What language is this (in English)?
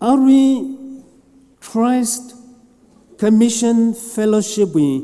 Tangkhul Naga (India)